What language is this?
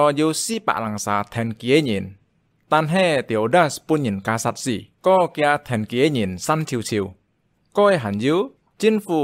Hakka Chinese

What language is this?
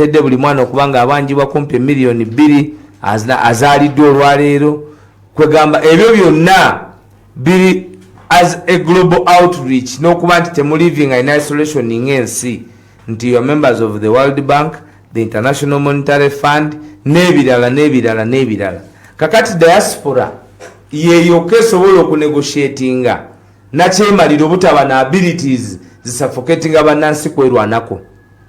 Ganda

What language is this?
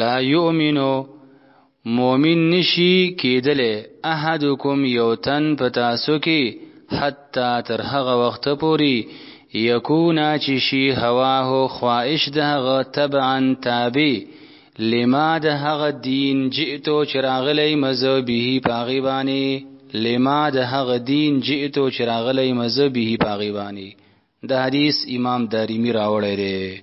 Pashto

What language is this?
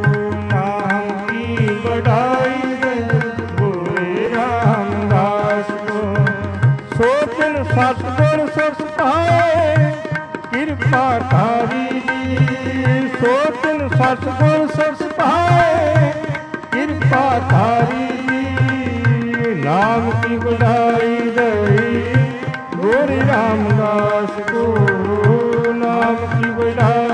Punjabi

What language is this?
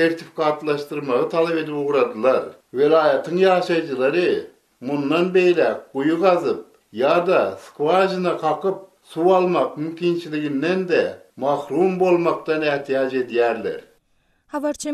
Turkmen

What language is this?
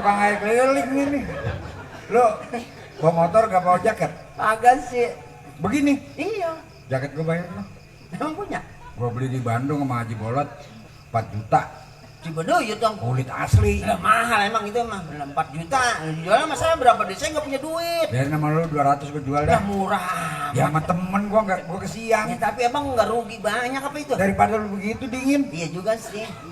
Betawi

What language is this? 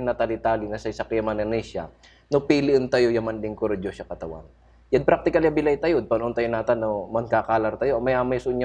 Pangasinan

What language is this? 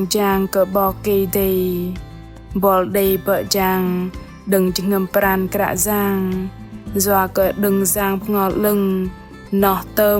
Bahnar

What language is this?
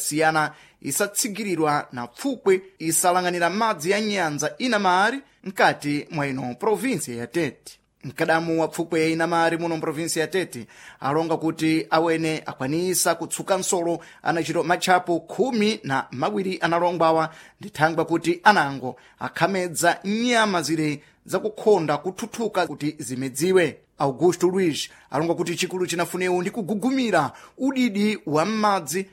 Sena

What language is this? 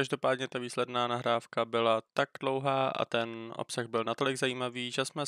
Czech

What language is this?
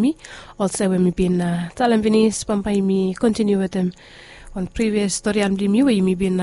Bislama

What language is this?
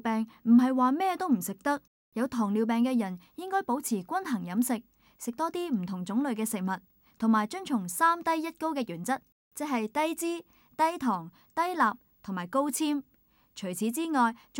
Cantonese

